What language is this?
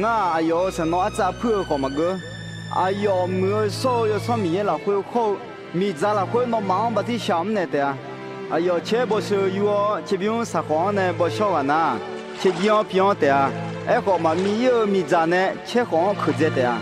Akha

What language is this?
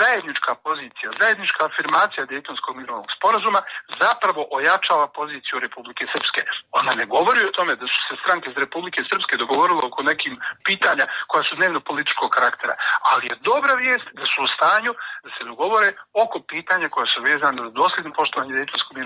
Serbian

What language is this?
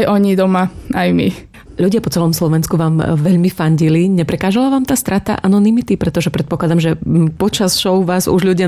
Slovak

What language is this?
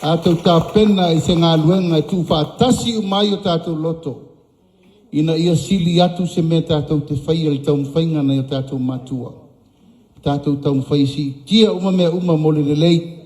Samoan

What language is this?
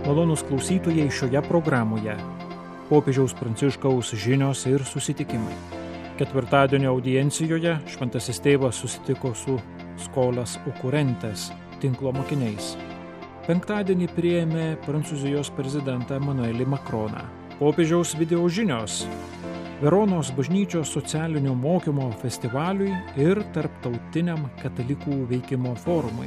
Lithuanian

